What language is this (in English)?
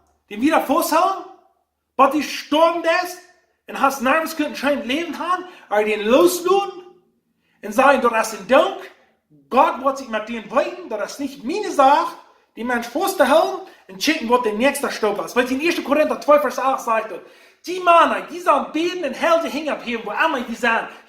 Plautdietsch